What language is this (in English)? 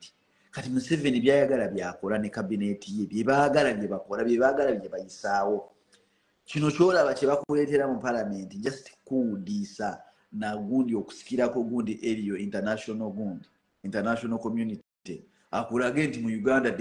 Ganda